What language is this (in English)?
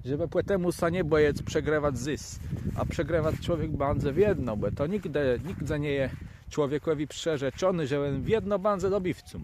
Kashubian